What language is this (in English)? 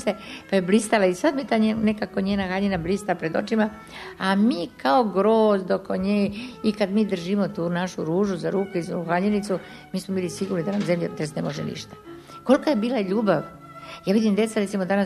Serbian